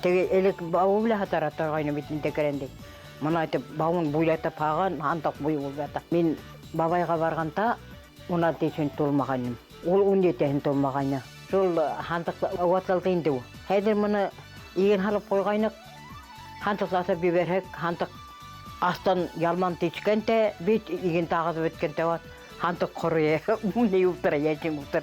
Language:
Bashkir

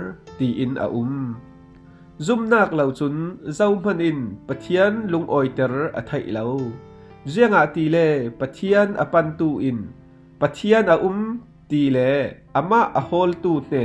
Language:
Falam Chin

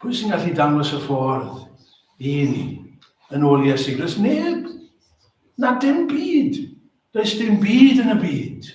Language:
Welsh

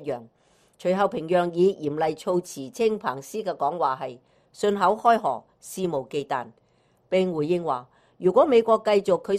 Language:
Cantonese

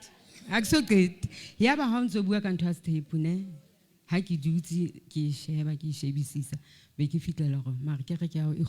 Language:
Southern Sotho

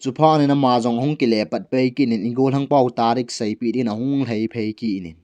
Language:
Thado Chin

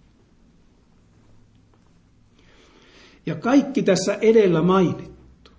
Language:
Finnish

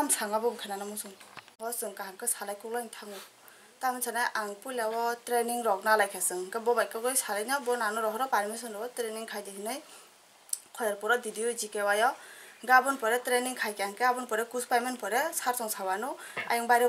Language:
Kok Borok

